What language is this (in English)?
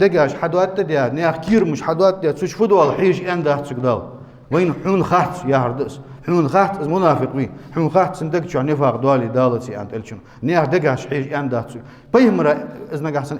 Ingush